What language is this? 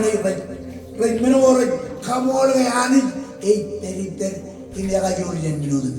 Marshallese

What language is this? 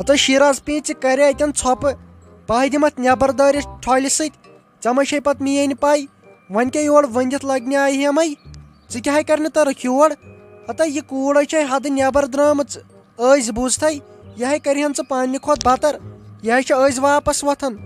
Kashmiri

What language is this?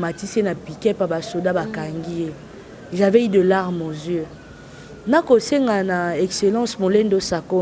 Lingala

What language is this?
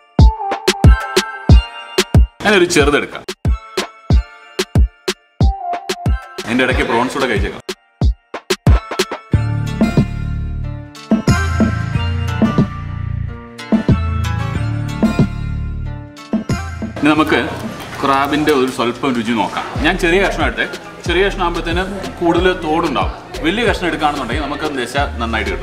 Malayalam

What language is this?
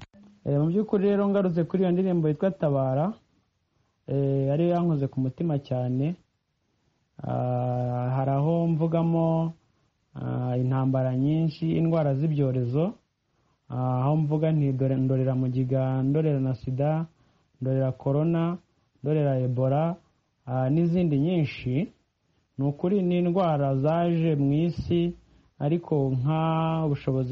Kinyarwanda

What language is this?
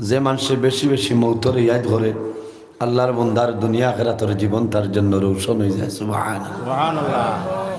Sylheti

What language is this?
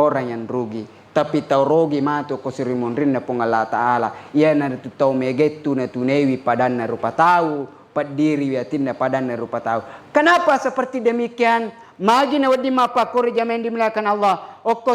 Buginese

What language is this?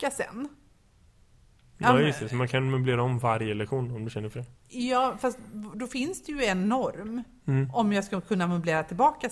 Swedish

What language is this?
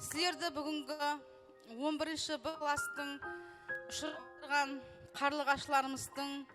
Kara-Kalpak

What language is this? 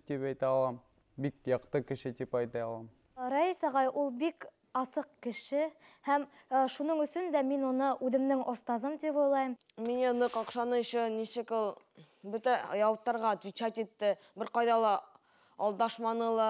Bashkir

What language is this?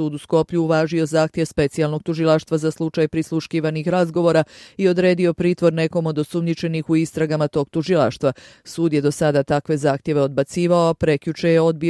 Bosnian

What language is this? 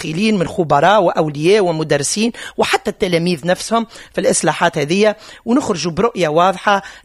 Tunisian Arabic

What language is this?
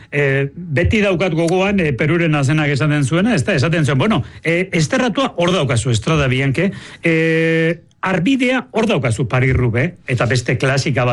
Basque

